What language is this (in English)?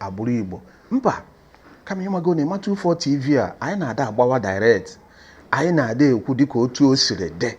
Igbo